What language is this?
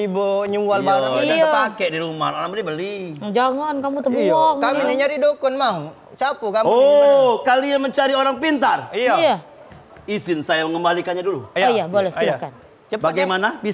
Musi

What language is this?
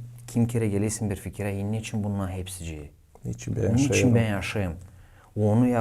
Gagauz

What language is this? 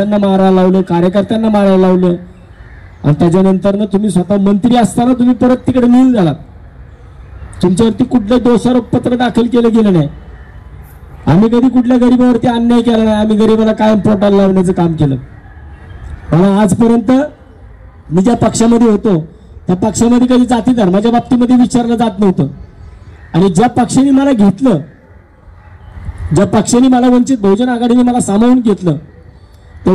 Marathi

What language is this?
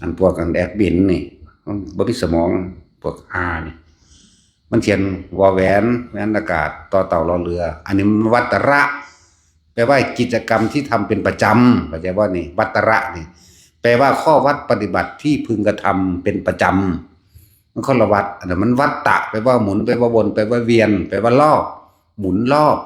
Northeastern Thai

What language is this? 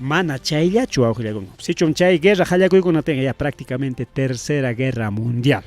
Ayacucho Quechua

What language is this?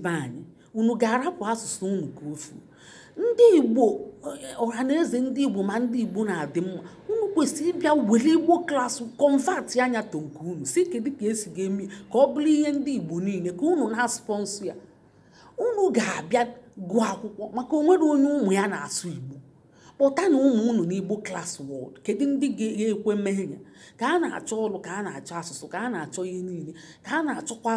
Igbo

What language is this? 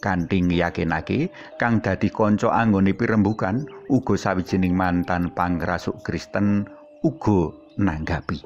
Javanese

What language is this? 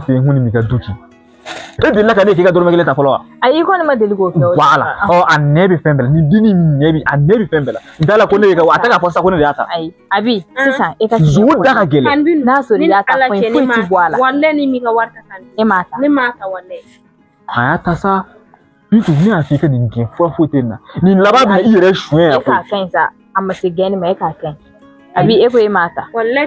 Bambara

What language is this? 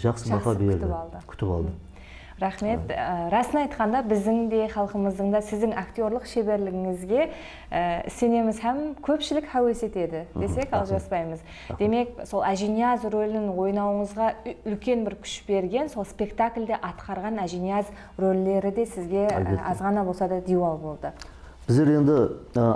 Kara-Kalpak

